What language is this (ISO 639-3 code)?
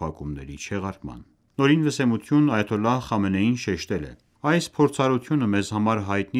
hye